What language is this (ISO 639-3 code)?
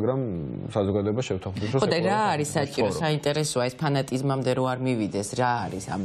kat